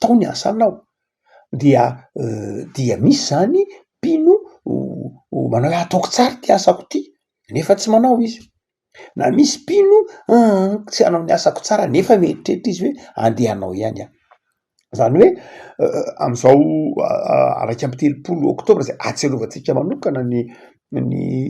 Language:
Malagasy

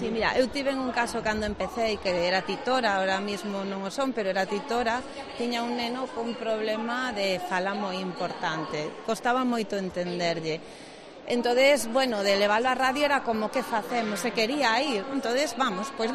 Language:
Galician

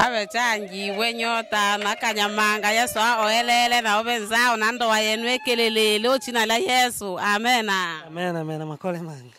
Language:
Swahili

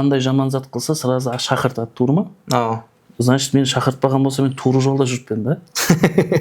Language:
Kara-Kalpak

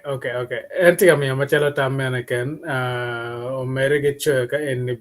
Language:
Acoli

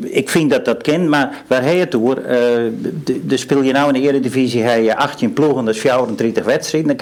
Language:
Western Frisian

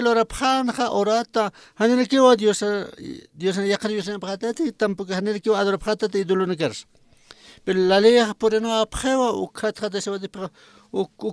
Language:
Aymara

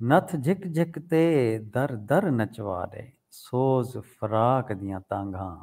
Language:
Saraiki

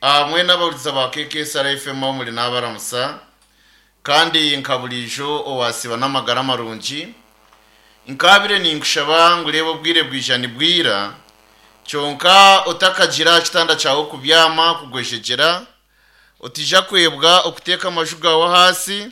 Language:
Nyankole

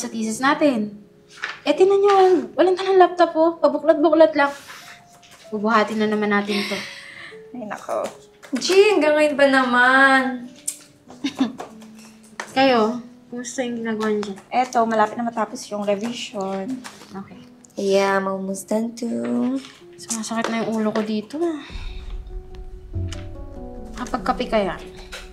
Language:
Filipino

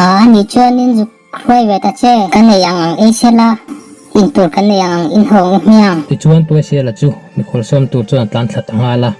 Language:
Mizo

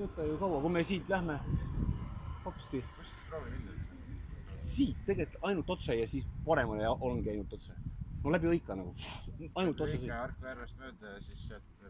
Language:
Estonian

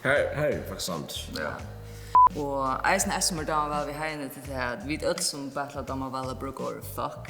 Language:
Faroese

